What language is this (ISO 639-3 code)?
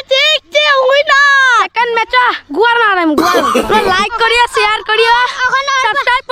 syl